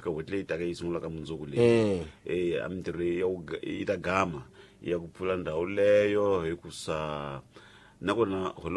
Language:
Tsonga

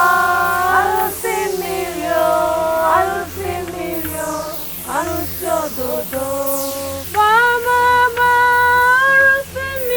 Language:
Nigerian Pidgin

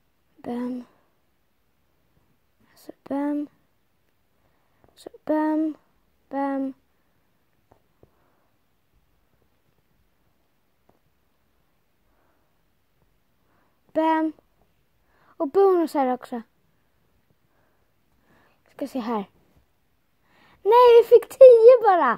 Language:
Swedish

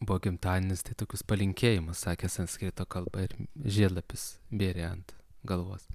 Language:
Lithuanian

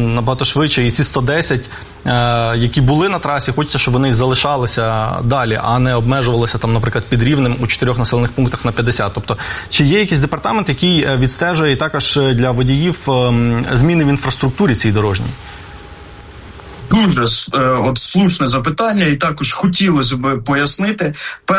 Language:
Ukrainian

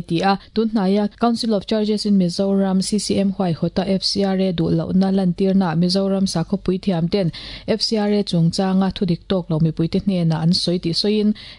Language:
Mizo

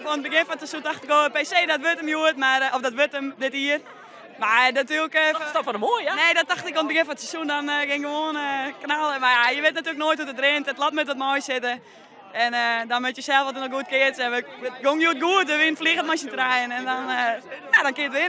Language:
Western Frisian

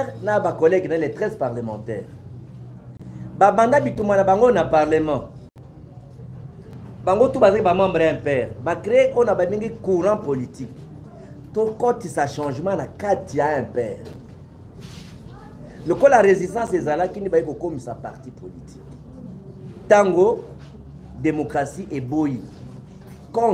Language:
Lingala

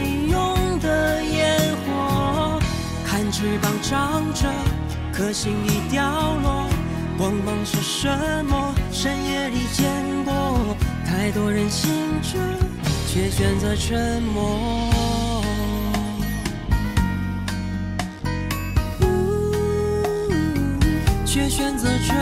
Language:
Chinese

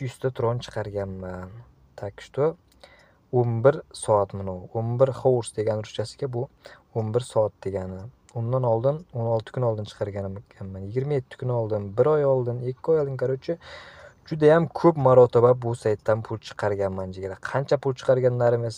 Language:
Uzbek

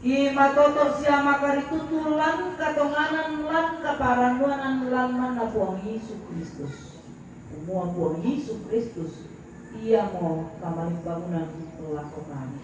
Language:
Toraja-Sa'dan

